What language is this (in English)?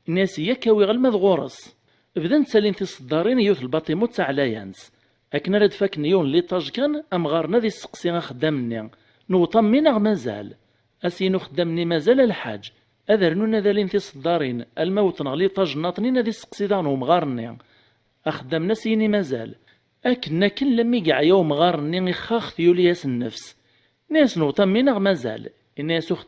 Kabyle